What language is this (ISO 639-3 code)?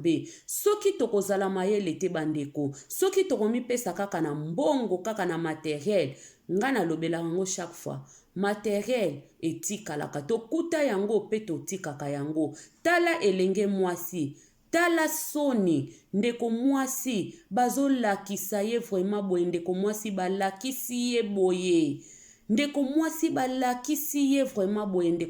lin